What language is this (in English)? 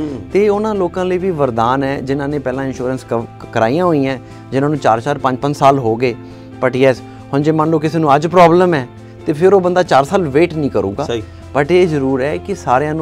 Punjabi